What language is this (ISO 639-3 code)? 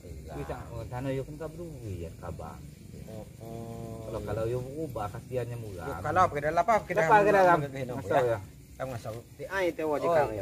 abl